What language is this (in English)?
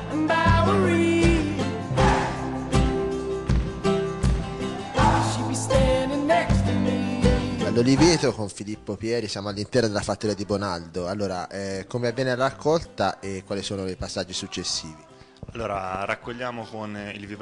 Italian